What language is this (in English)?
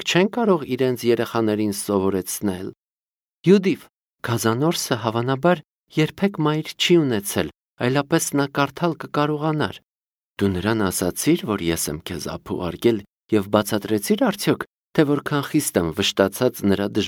Armenian